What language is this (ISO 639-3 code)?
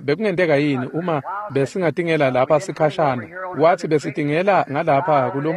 ssw